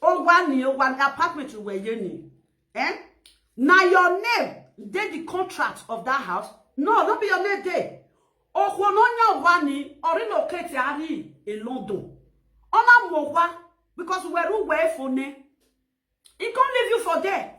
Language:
Nigerian Pidgin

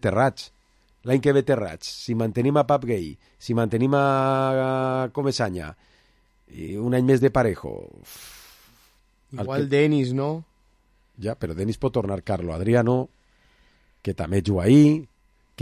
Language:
Catalan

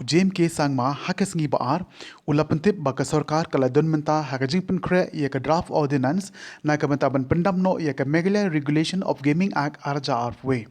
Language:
Khasi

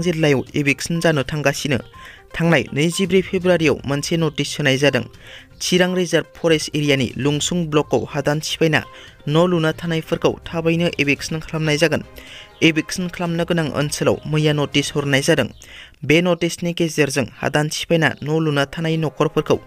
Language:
Bodo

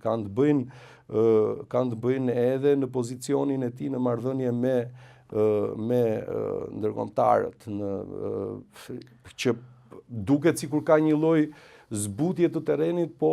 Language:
Albanian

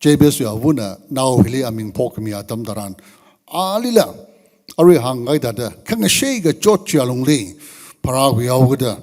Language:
Tangkhul Naga (India)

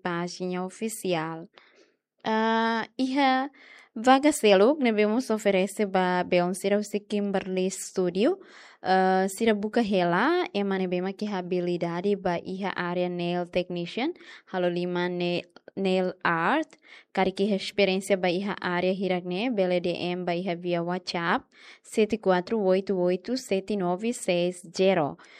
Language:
Tetum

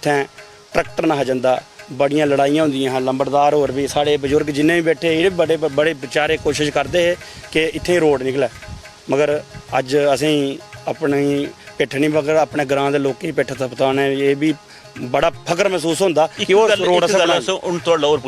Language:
Dogri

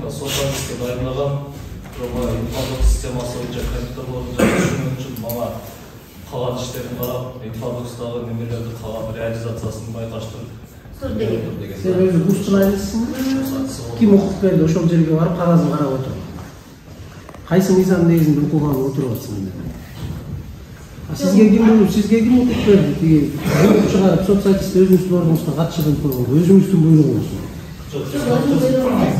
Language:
Kyrgyz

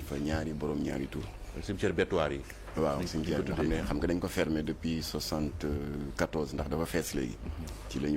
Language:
Wolof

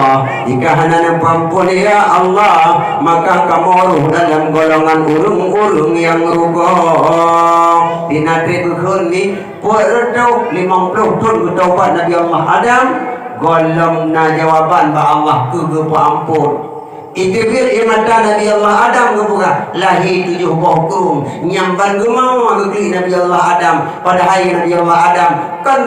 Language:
Achinese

